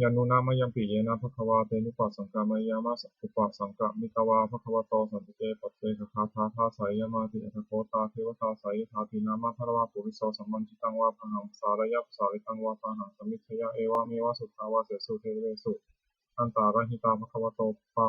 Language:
Pali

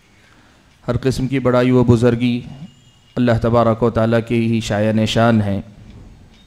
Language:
Urdu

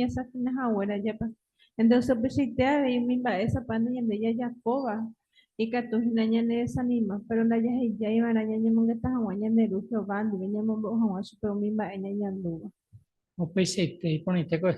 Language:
Guarani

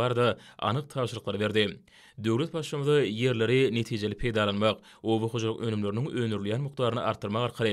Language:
Turkmen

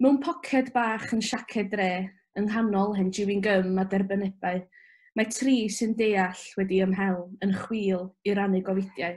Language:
Welsh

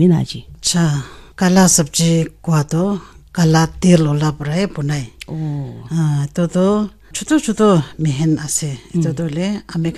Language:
Naga Pidgin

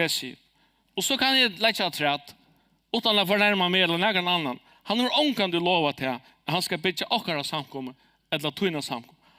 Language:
Faroese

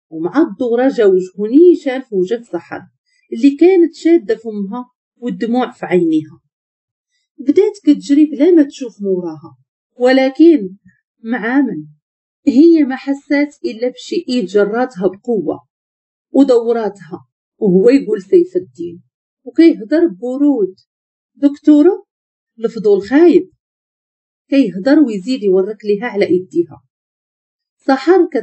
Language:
Moroccan Arabic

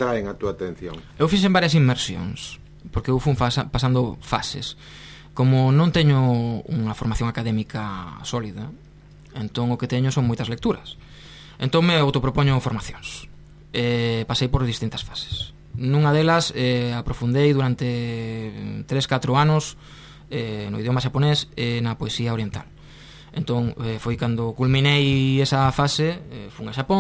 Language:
Galician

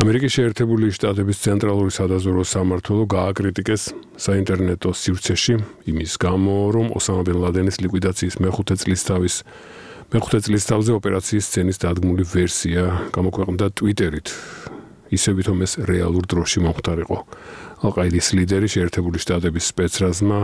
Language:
Georgian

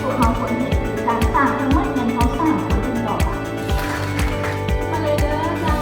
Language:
Lao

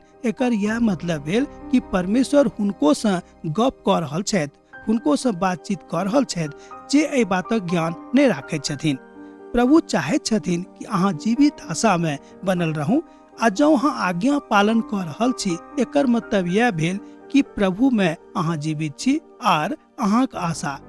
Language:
Maithili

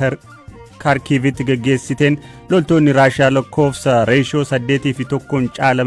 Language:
Oromo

